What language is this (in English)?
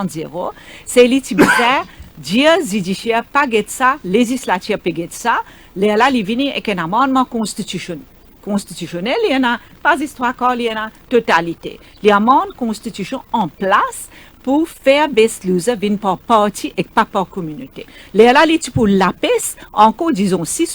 Morisyen